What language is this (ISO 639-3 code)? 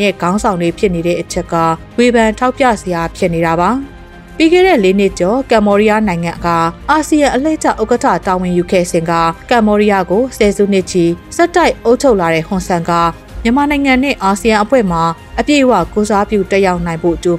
mya